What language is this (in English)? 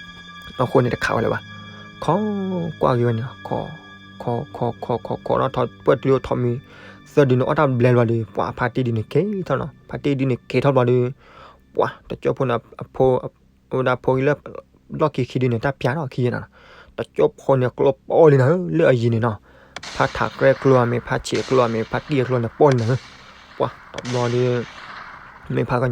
S'gaw Karen